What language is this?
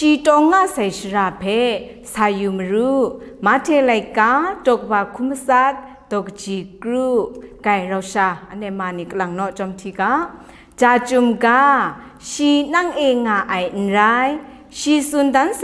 Kachin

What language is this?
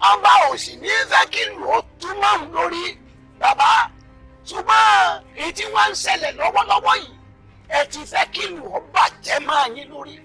Yoruba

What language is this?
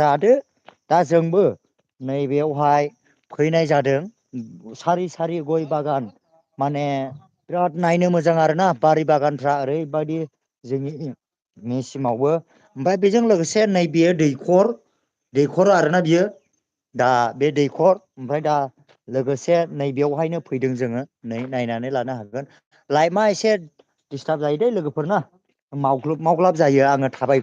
Bodo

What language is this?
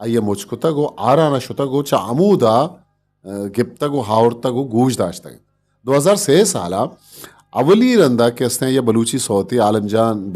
Eastern Balochi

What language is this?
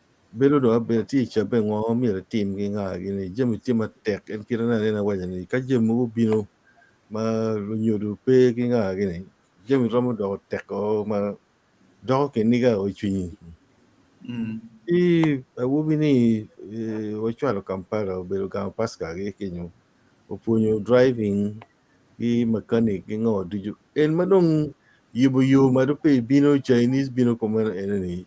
Acoli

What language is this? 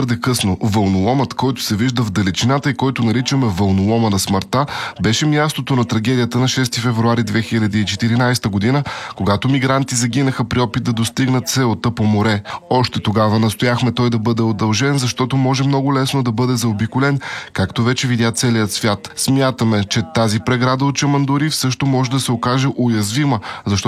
Bulgarian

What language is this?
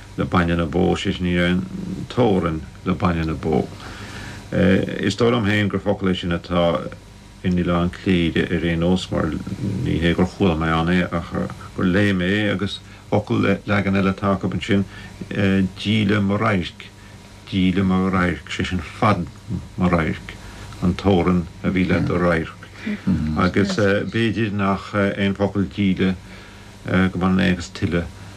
Irish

